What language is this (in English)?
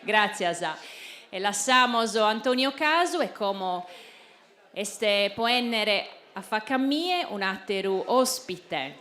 Sardinian